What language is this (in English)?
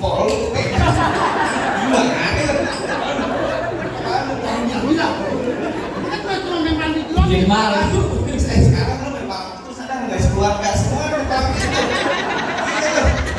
Betawi